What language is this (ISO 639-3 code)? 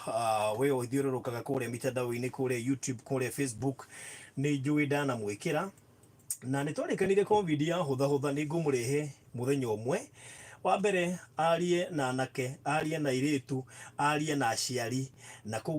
kik